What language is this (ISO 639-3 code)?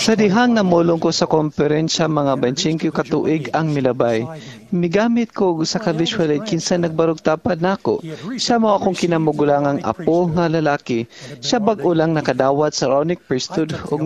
ceb